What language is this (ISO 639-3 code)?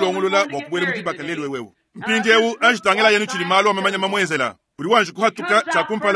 lua